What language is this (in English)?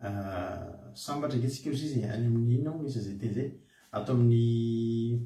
Malagasy